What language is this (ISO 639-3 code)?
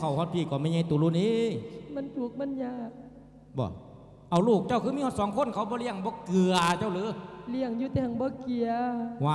lao